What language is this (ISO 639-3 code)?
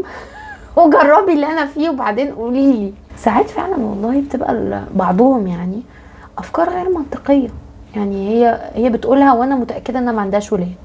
arz